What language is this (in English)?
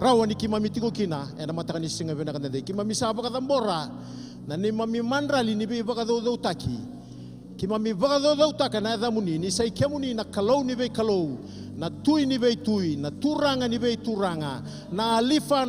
Fijian